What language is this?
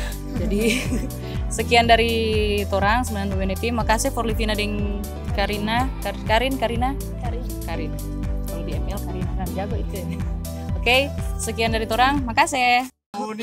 Manado Malay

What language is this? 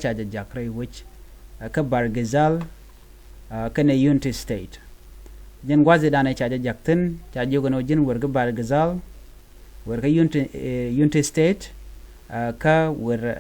Nuer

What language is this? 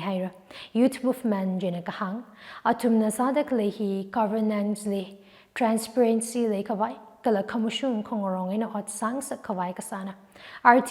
Tangkhul Naga (India)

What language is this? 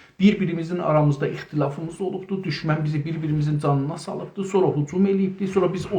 South Azerbaijani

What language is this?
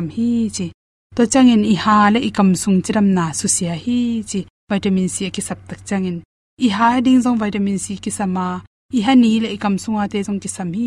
Tedim Chin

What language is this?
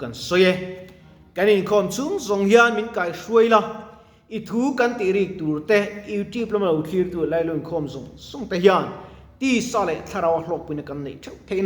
Mizo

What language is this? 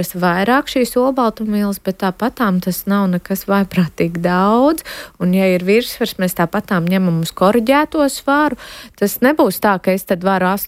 Latvian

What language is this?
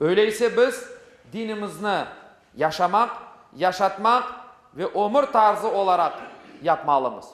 Crimean Tatar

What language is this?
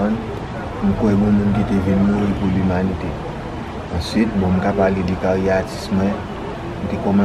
Haitian Creole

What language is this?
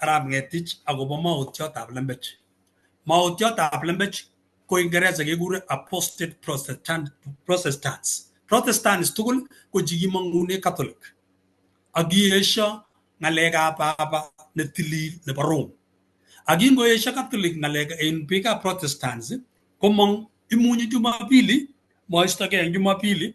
Kalenjin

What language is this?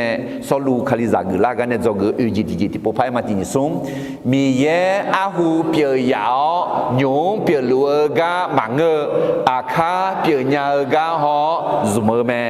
Akha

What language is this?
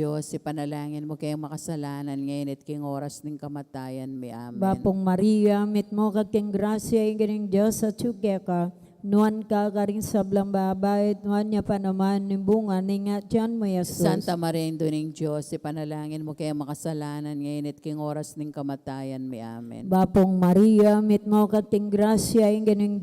Pampanga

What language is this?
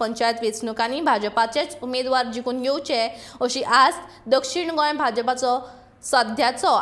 Konkani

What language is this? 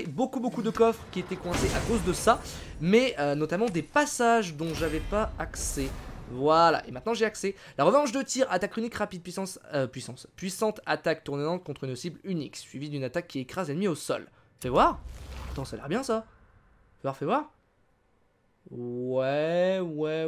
French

